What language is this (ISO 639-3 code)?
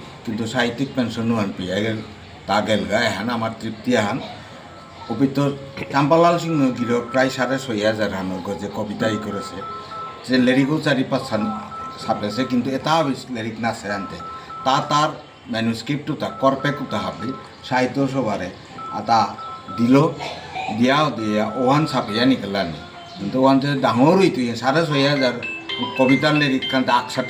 bpy